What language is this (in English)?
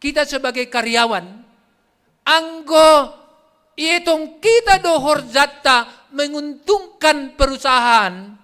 Batak Simalungun